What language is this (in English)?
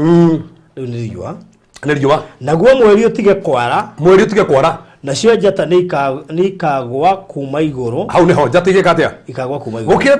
Kikuyu